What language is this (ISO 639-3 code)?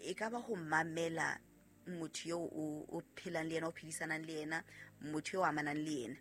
sot